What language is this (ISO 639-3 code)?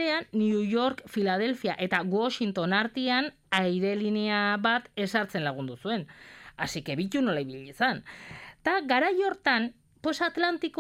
eus